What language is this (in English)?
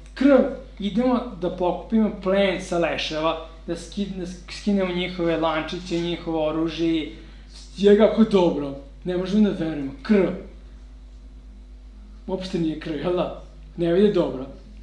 Serbian